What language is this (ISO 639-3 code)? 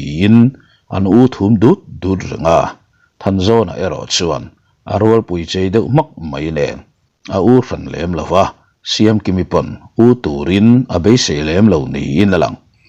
lus